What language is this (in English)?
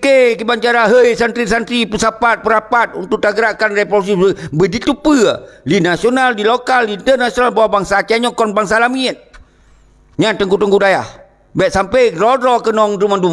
Achinese